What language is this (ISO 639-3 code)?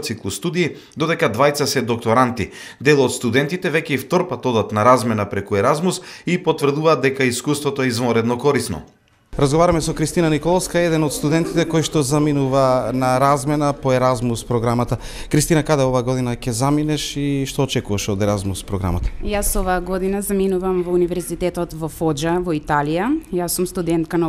mkd